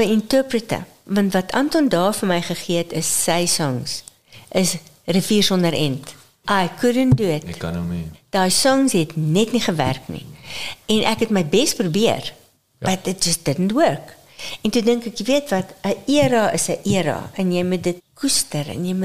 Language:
Afrikaans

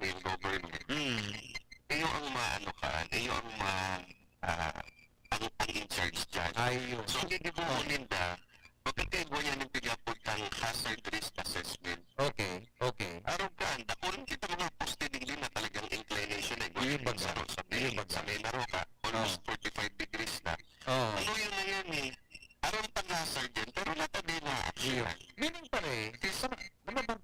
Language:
Bikol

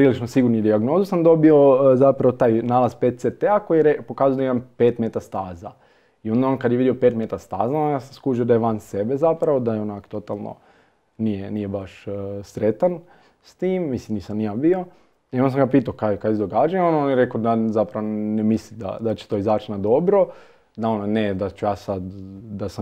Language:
Croatian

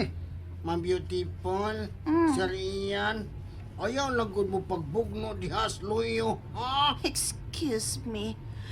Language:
Cebuano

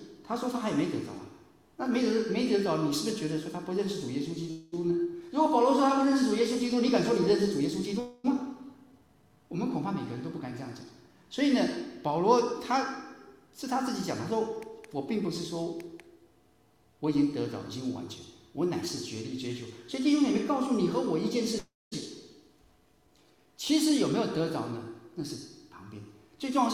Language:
Chinese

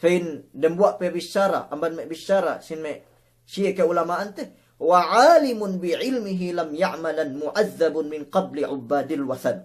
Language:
Yakan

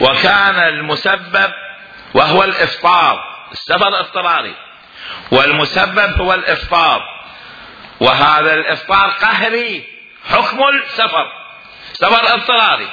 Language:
Mesopotamian Arabic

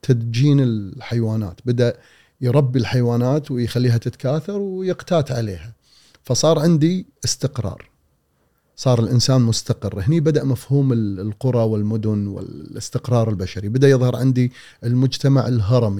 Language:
Gulf Arabic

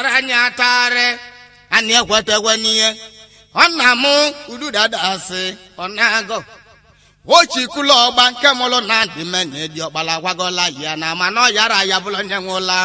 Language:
Igbo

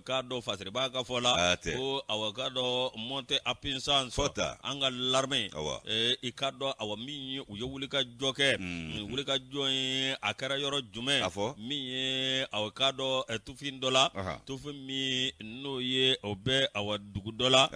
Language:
Bambara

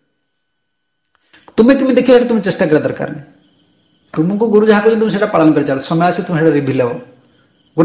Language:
Odia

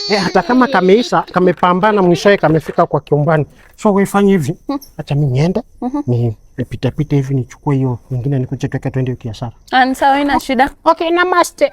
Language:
Swahili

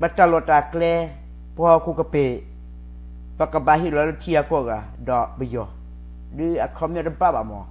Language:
S'gaw Karen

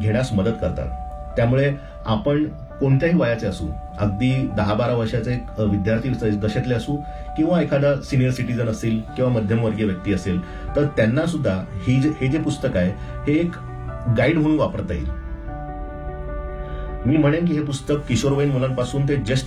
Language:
Marathi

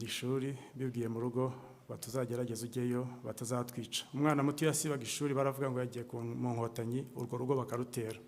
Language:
Kinyarwanda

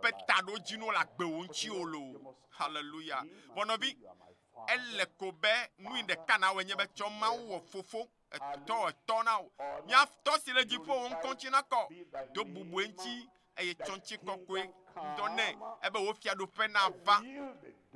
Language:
Ewe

